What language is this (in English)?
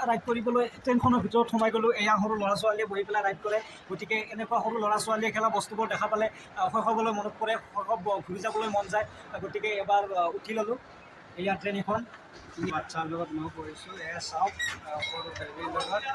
Assamese